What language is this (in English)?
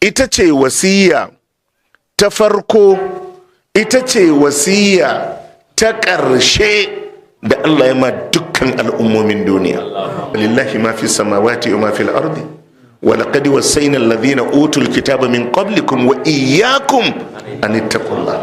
Hausa